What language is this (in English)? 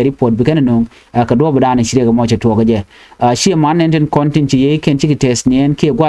Nuer